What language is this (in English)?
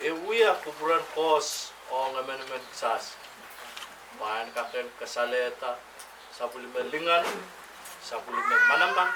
Pohnpeian